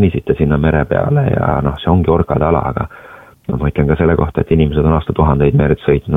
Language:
Estonian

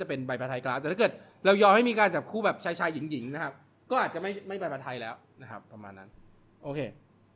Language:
Thai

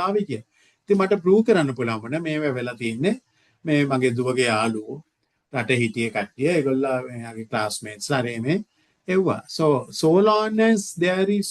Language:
Sinhala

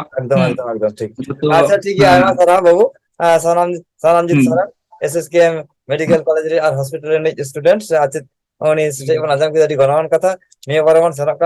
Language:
Santali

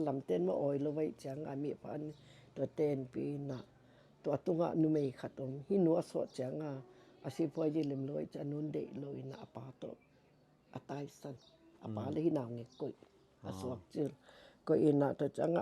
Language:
Tedim Chin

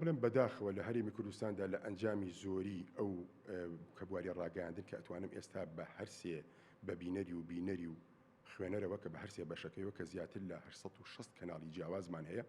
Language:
Central Kurdish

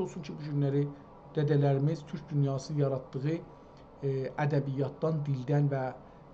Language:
South Azerbaijani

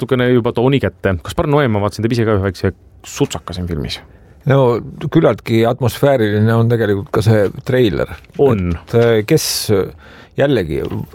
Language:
Estonian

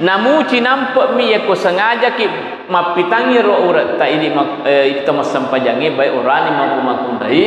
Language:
Buginese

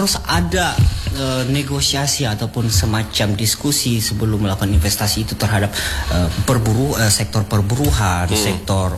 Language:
Indonesian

